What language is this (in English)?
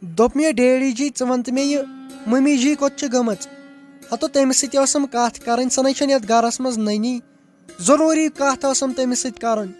Kashmiri